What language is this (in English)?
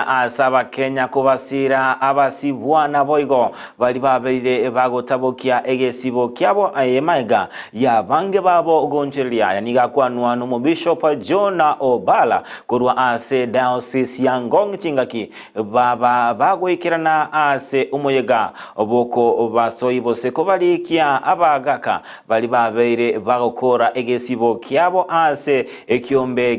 Gusii